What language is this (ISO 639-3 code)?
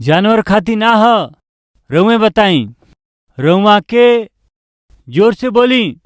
bho